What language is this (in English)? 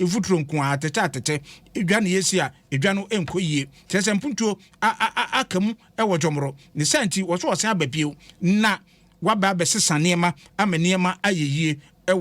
Akan